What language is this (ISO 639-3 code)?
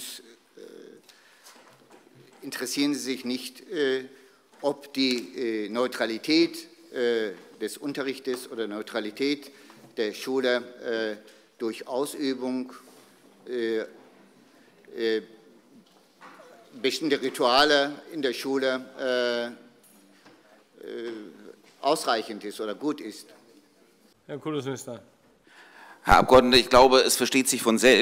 deu